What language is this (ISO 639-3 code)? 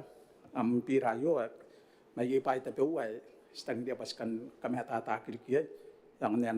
gil